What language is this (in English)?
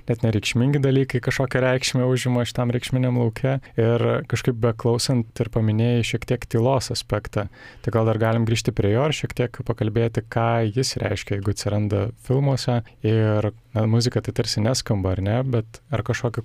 Lithuanian